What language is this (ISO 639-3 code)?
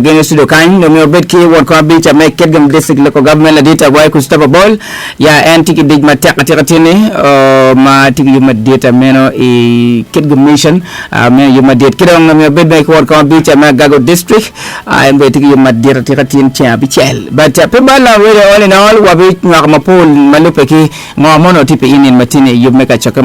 ach